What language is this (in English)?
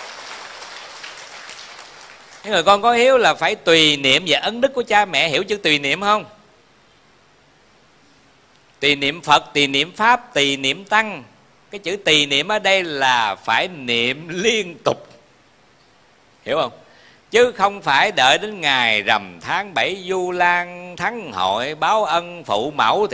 Vietnamese